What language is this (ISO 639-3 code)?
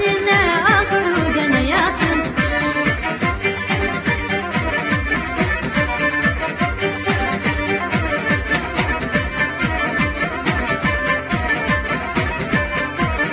tur